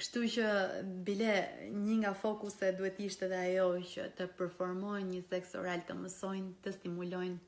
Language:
Albanian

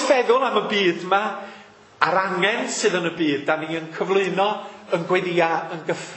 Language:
Welsh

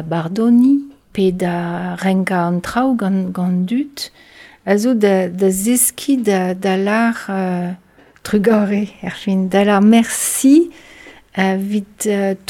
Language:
Breton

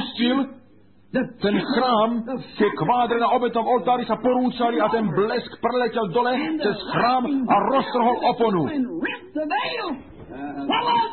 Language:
Slovak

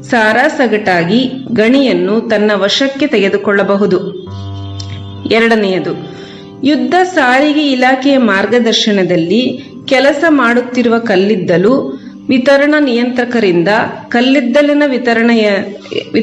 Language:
Kannada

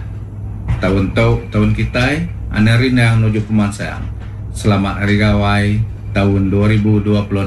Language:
Iban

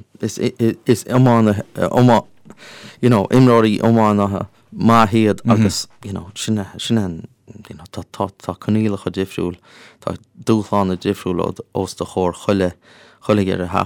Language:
Irish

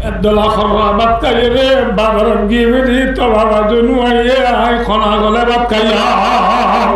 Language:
Rohingya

